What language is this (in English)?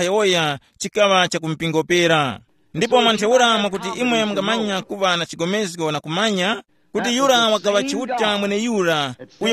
Tumbuka